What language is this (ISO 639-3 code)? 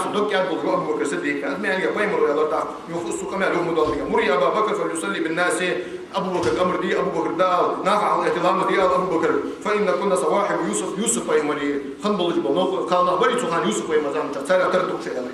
inh